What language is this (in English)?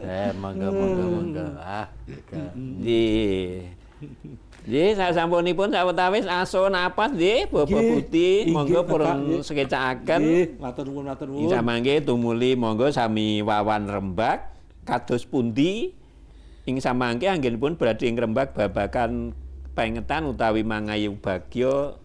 Javanese